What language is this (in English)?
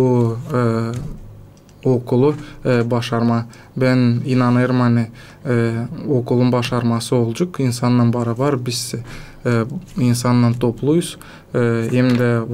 Gagauz